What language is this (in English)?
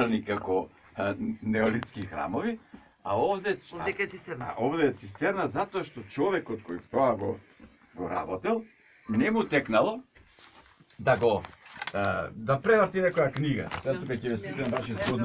Macedonian